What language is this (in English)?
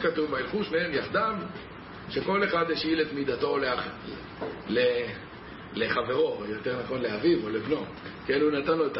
Hebrew